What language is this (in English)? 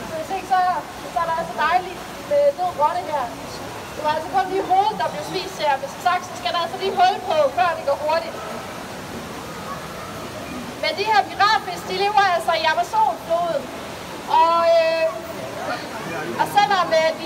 Danish